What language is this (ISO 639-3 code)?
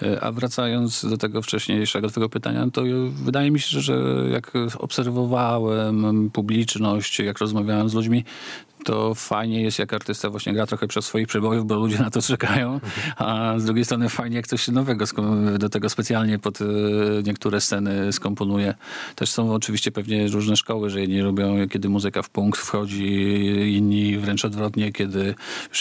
pol